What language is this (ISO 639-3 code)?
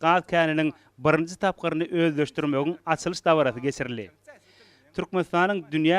tuk